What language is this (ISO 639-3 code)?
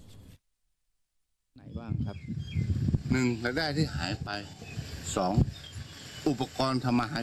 tha